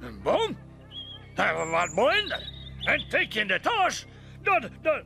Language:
Western Frisian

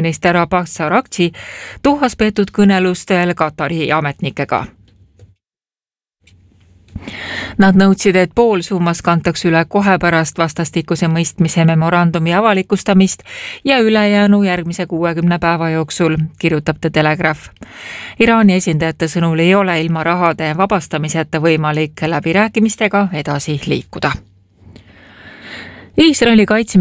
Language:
Estonian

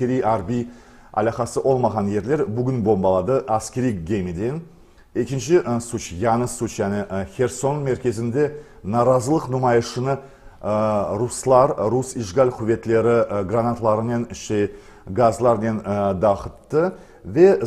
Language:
Crimean Tatar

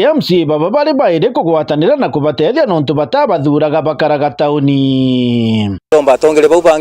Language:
Meru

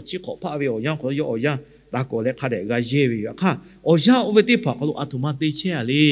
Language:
Lahu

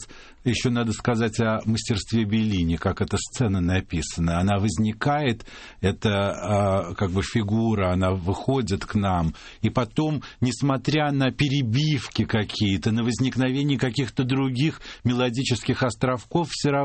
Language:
Russian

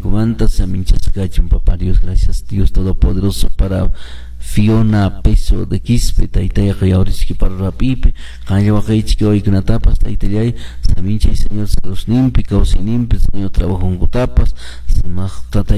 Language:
Quechua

